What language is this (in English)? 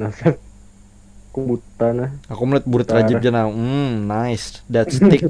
Banjar